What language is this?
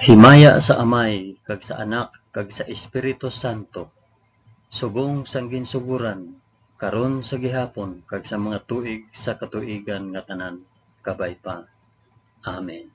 Hiligaynon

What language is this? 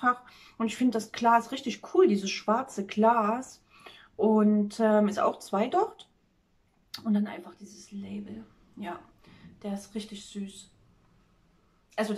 German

